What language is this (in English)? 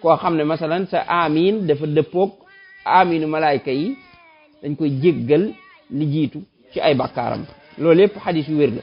Wolof